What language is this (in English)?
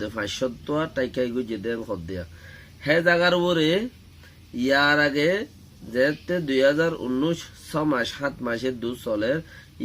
Rohingya